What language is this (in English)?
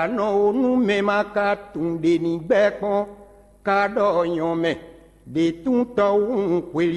Fon